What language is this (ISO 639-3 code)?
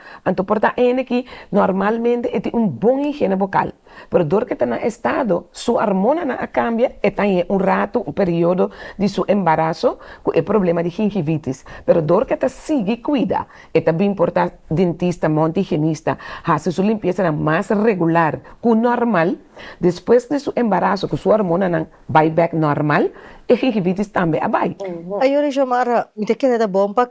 pap